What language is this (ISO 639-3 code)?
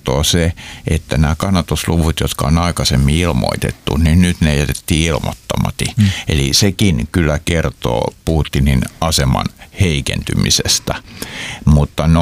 fin